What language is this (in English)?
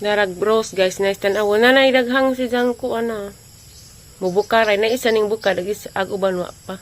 Cebuano